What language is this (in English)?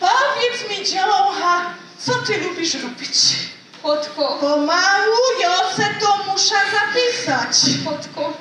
Silesian